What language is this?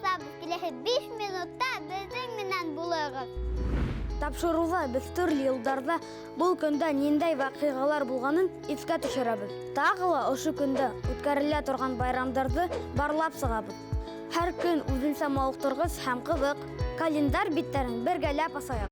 Bashkir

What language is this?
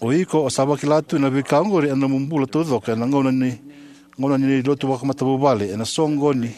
Fijian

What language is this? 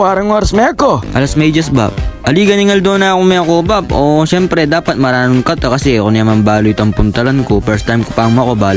Pampanga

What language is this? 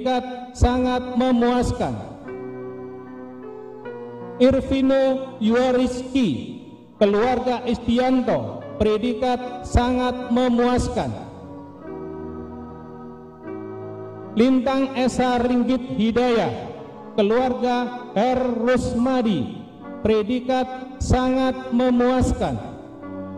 Indonesian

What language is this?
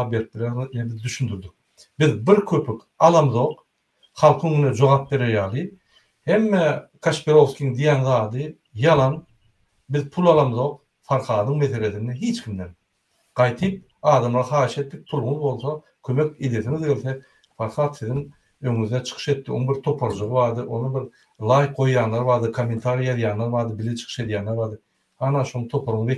Turkmen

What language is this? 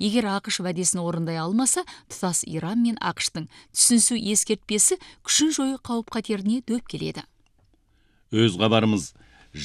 Kazakh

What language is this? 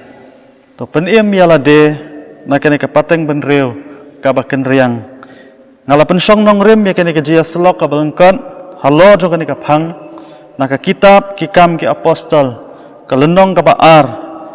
Khasi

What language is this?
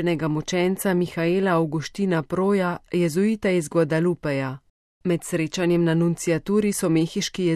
Slovenian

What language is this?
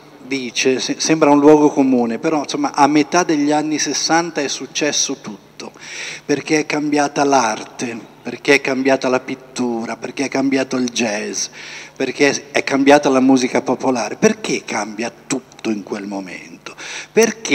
Italian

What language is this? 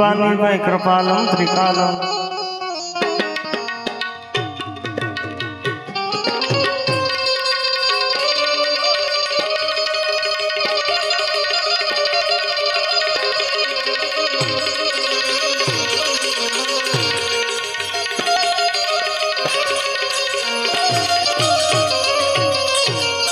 Gujarati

